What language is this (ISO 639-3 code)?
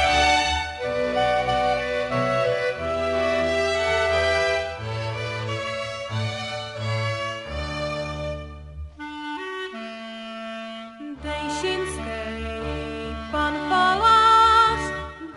ces